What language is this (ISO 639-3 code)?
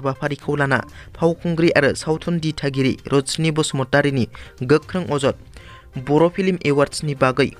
brx